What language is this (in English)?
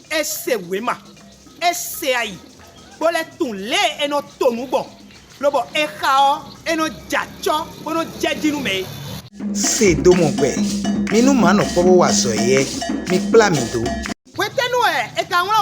Fon